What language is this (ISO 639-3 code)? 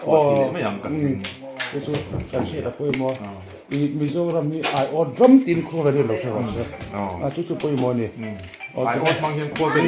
lus